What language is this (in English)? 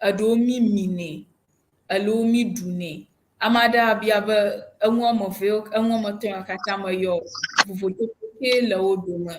Ewe